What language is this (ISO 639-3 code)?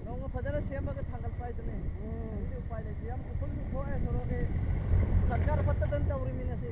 mni